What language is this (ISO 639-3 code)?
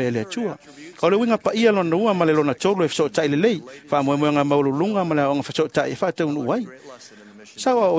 smo